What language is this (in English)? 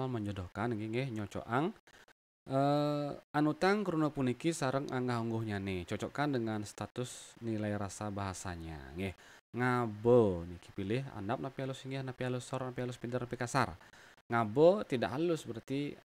Balinese